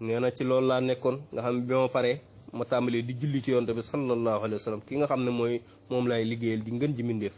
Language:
Wolof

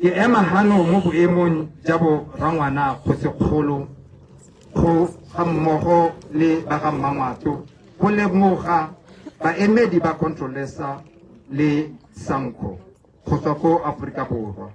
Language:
Tswana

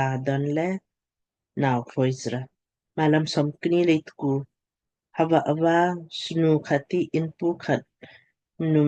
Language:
Lamkang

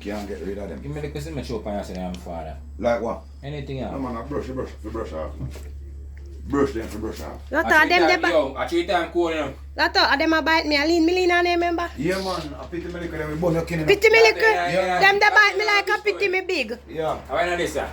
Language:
Jamaican Creole English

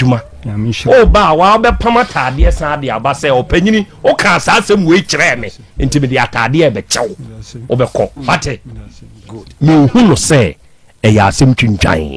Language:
Akan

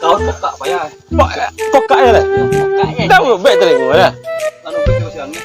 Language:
Minangkabau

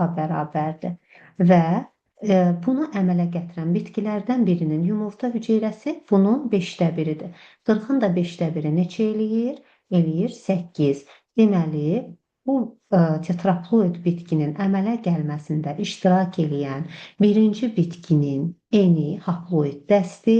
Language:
Azerbaijani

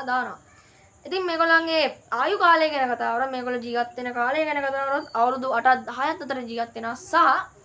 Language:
Sinhala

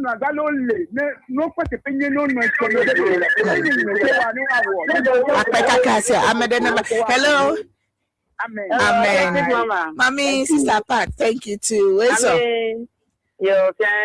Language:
Ewe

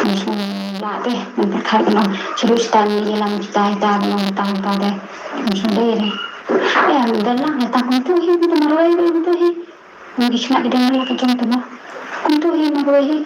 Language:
Khasi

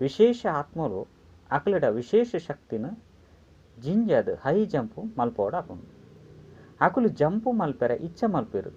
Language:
Tulu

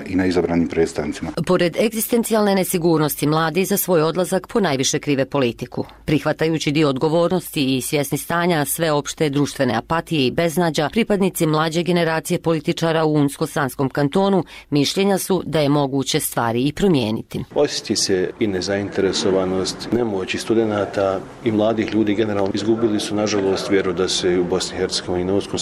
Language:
Bosnian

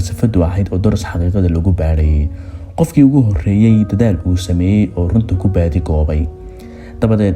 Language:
Somali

